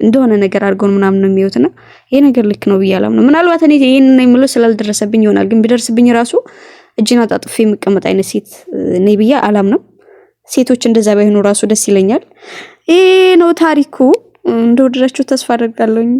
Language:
Amharic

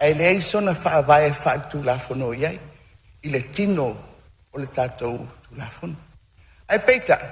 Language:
Samoan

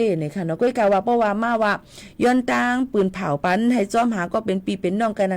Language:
Shan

